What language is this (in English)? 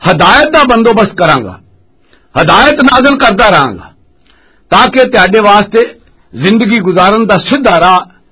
Western Panjabi